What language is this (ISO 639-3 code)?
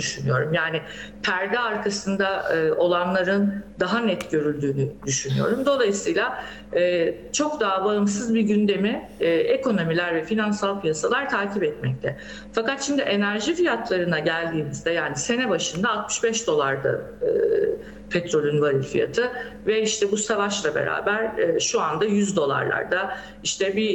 tur